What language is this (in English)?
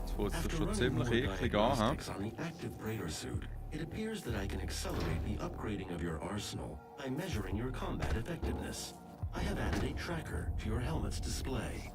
Swiss German